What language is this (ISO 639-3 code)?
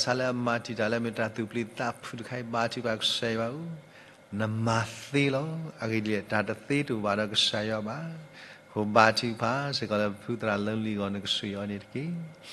ksw